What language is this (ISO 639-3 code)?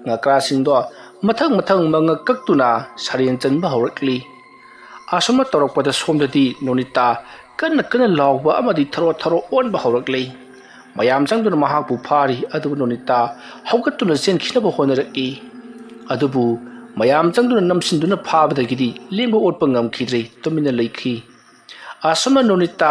mni